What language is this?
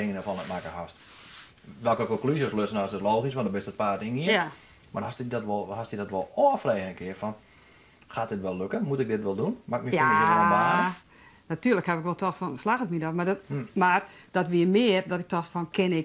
Western Frisian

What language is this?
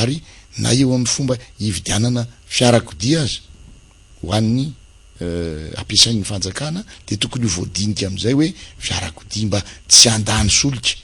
Malagasy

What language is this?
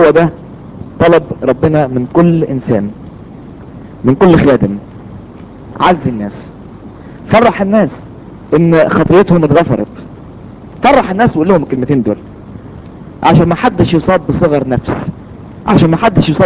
Egyptian Arabic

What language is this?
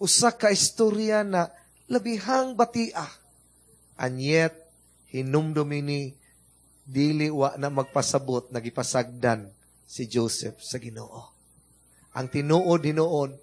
Cebuano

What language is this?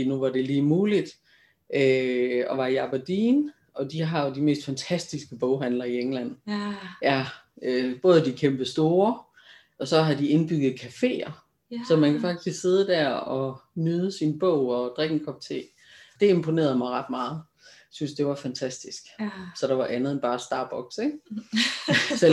Danish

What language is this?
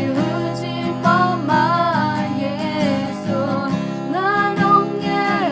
Akha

